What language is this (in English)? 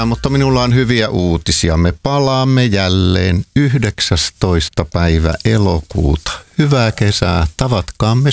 Finnish